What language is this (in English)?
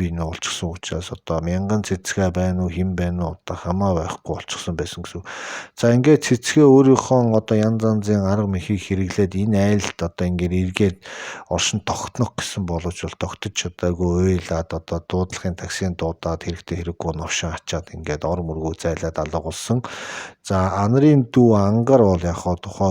Mongolian